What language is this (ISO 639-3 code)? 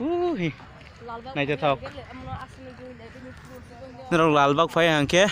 trp